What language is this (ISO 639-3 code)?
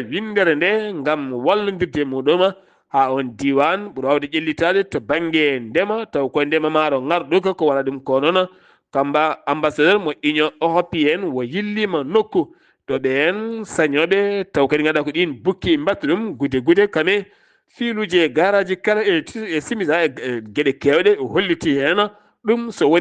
ful